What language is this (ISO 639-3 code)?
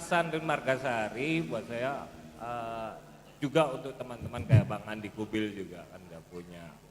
bew